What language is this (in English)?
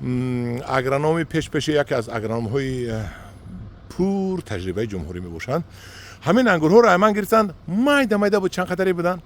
Tajik